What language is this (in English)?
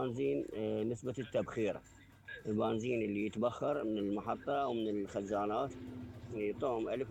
Mesopotamian Arabic